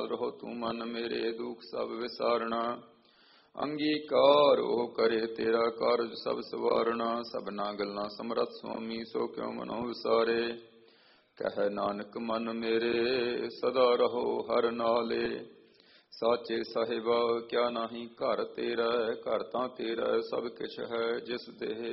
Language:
Punjabi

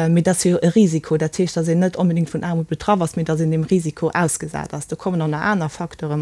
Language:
Luxembourgish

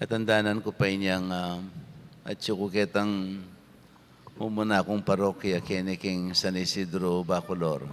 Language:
Pampanga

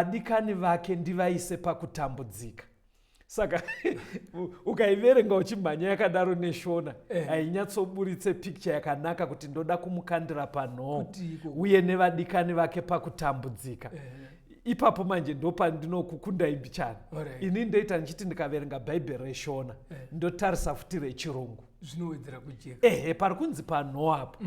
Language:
Shona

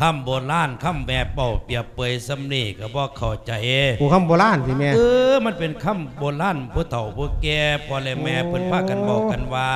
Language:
Lao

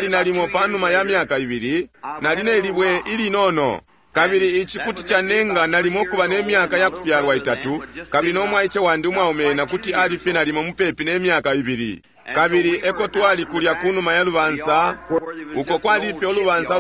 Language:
Bemba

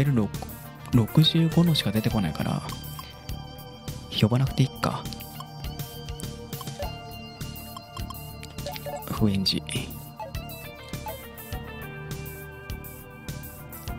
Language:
Japanese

